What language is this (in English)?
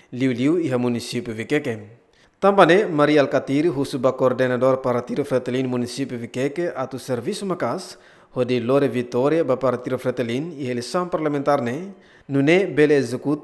Tetum